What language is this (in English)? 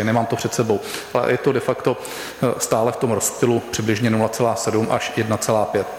Czech